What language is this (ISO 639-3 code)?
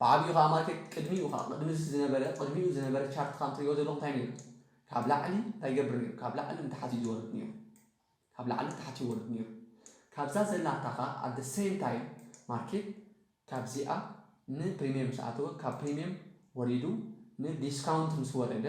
tir